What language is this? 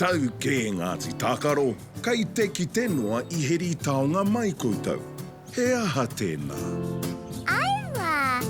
Māori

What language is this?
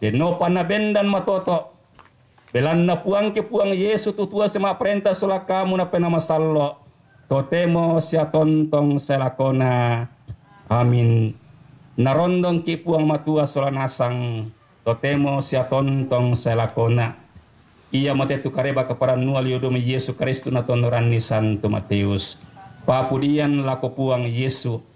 Toraja-Sa'dan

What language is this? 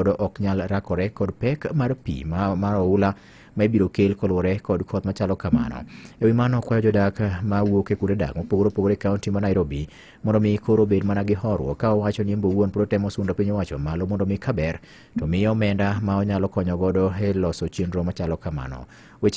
Luo (Kenya and Tanzania)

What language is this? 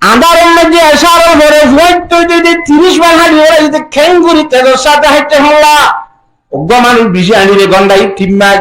Rohingya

